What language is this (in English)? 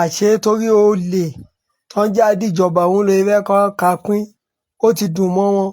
Yoruba